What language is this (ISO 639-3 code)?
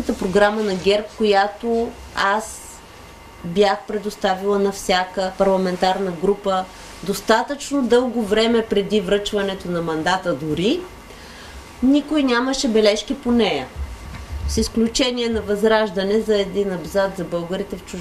bul